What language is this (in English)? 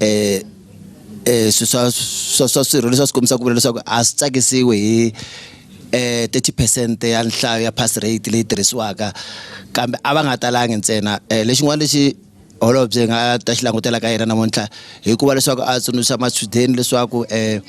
Tsonga